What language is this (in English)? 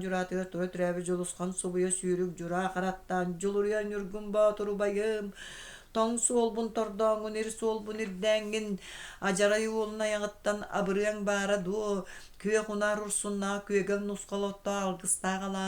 Yakut